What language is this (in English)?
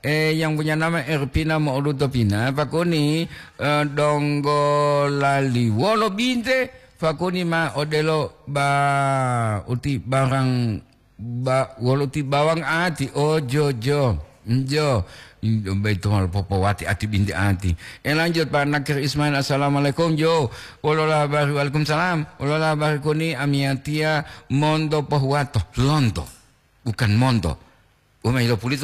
Gorontalo